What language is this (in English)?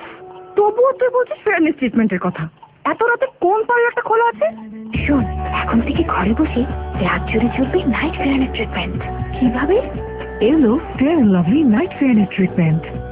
Bangla